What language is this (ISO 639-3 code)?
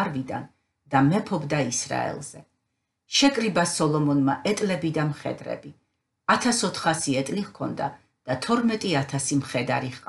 kat